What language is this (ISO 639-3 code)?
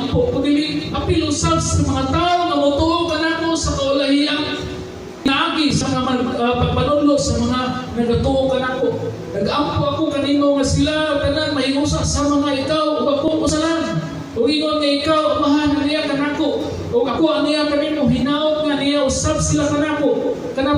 ceb